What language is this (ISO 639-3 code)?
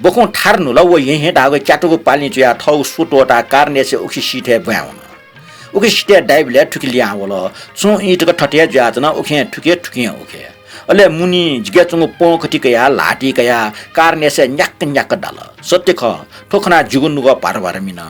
new